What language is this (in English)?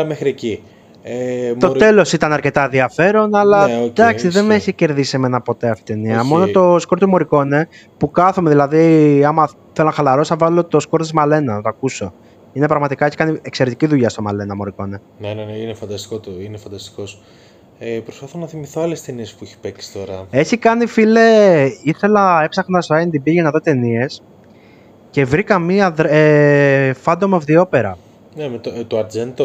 Greek